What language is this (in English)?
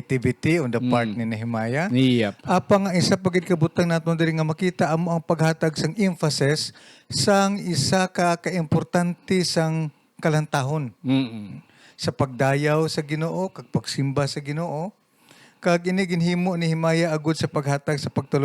Hiligaynon